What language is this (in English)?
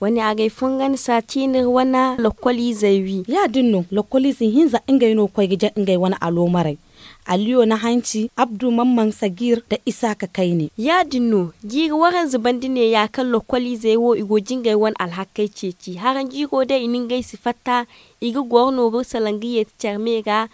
Zarma